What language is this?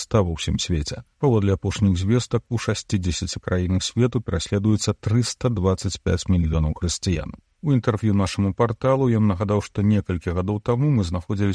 Belarusian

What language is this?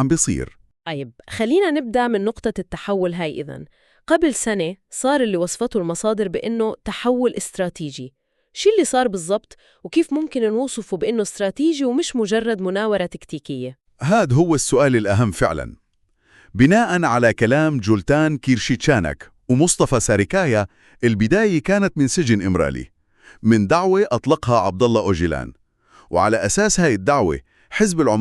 North Levantine Arabic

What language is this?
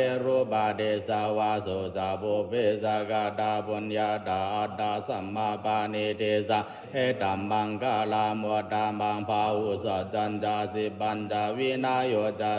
Pali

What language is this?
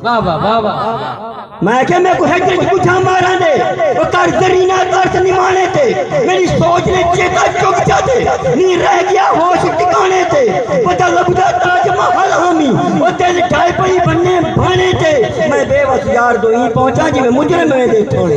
Saraiki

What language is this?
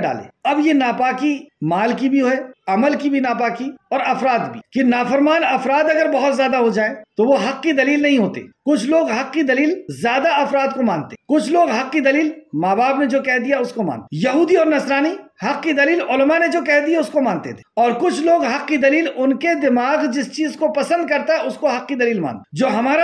Urdu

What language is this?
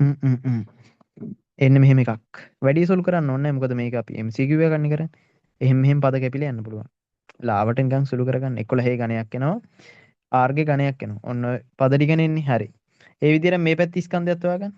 Sinhala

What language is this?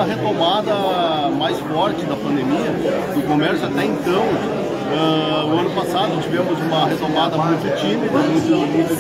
Portuguese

